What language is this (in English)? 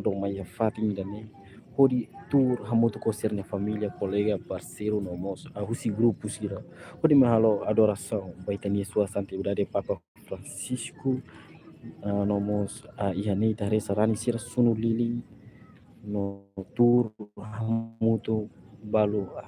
Tetum